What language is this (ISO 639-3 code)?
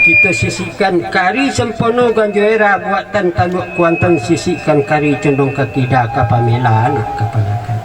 min